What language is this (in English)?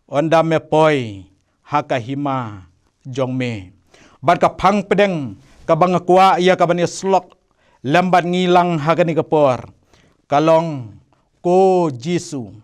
Khasi